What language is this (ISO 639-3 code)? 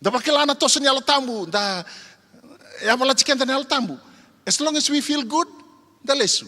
fij